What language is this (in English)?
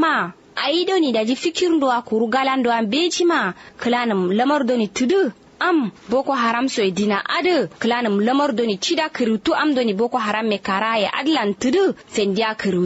Kanuri